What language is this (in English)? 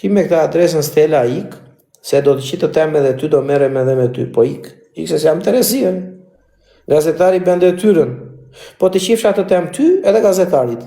Albanian